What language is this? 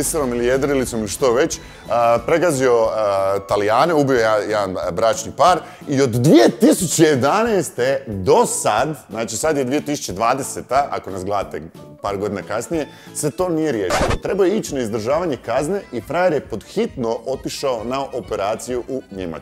Croatian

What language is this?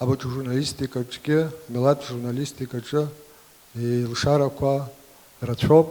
Abkhazian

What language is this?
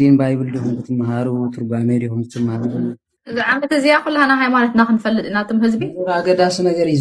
Tigrinya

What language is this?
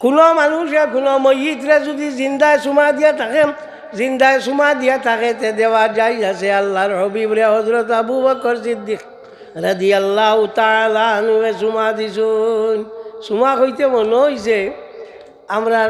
Sylheti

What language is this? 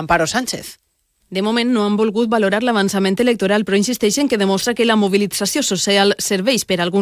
Catalan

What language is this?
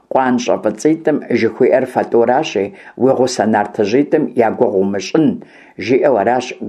Kabardian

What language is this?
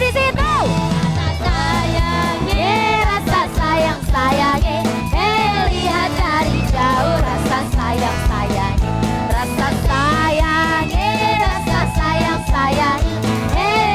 Musi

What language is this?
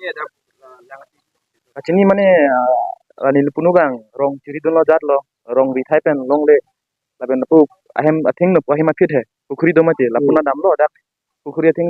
Karbi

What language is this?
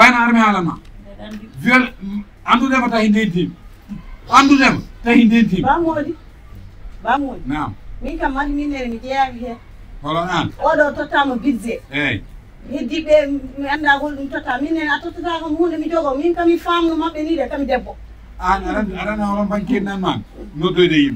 Fula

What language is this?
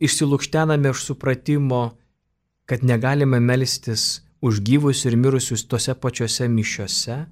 Lithuanian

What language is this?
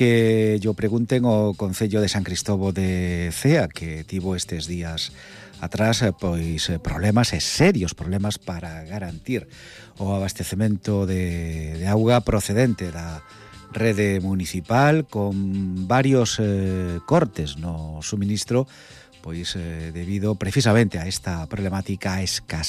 Galician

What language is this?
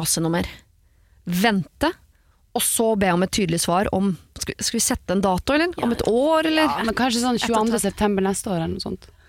Norwegian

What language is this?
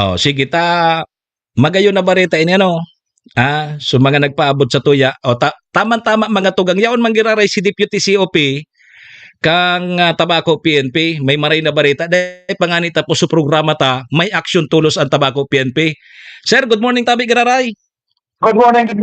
Bikol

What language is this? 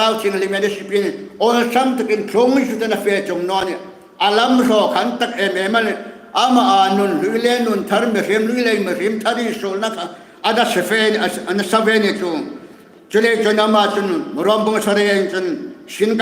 Hmar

